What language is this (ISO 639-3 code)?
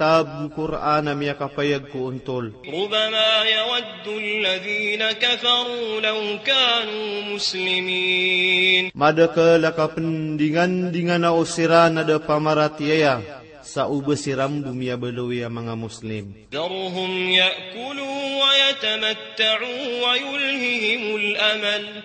mrw